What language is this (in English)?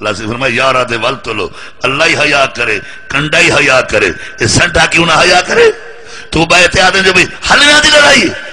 Saraiki